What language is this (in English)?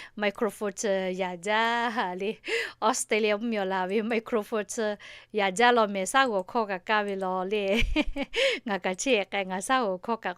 Lahu